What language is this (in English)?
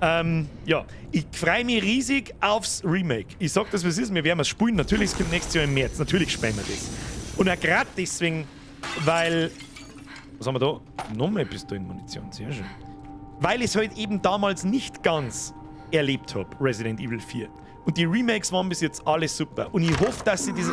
Bavarian